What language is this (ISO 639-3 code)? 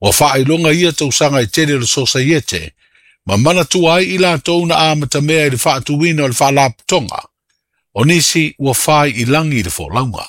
smo